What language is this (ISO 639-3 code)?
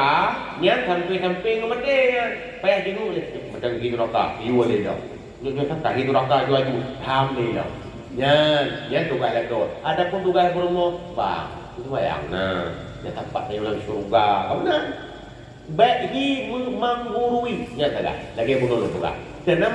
ace